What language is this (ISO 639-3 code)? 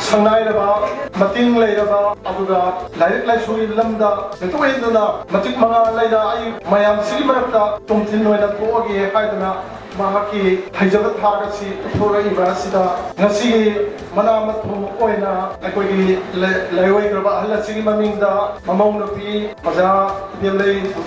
mni